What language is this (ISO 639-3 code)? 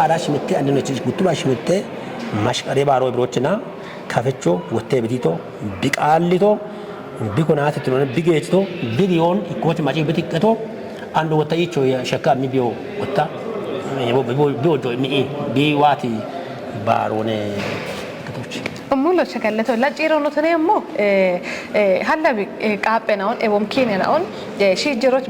kbr